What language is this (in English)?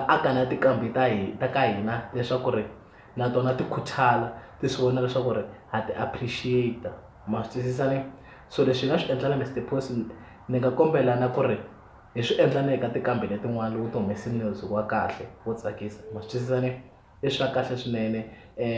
Tsonga